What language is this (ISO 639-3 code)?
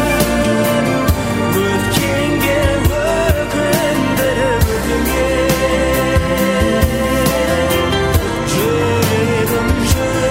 kaz